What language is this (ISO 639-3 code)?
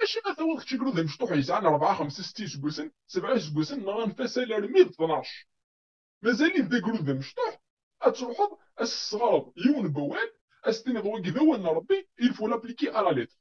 kab